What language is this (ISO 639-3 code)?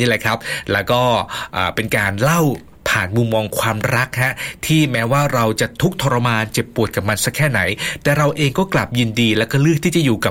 tha